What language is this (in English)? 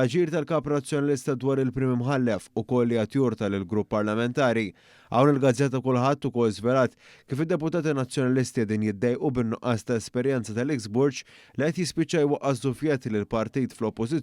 Maltese